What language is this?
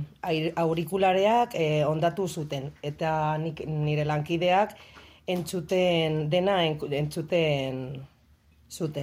Basque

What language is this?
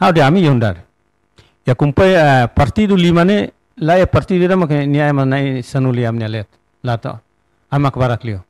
Tetum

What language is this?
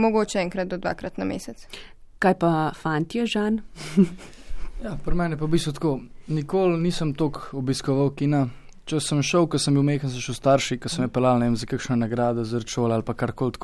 Slovenian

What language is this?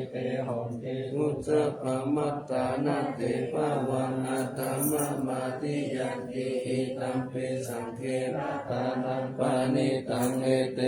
Pali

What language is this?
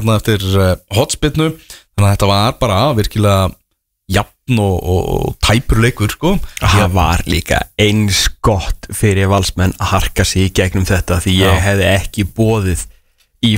Icelandic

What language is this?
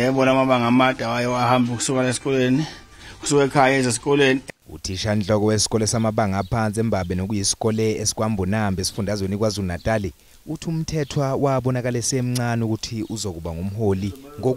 Zulu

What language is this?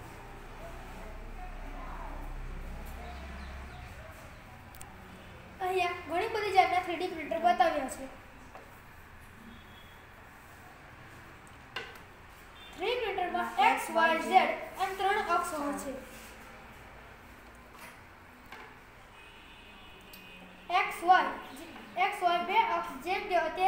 Gujarati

